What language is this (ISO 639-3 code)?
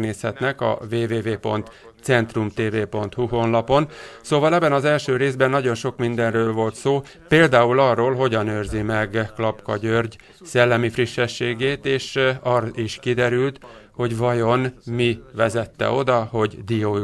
hun